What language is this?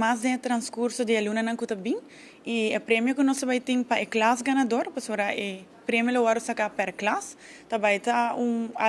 Papiamento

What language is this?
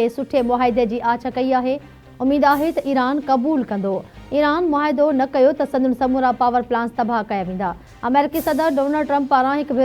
Sindhi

